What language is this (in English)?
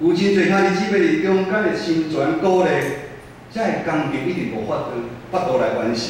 Min Nan Chinese